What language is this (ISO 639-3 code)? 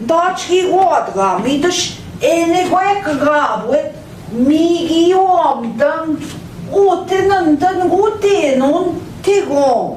ojc